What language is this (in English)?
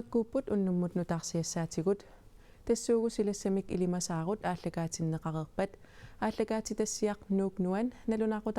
Kalaallisut